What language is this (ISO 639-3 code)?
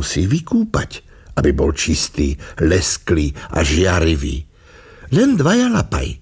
slk